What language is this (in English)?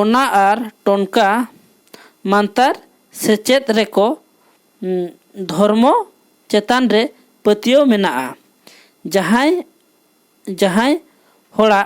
Santali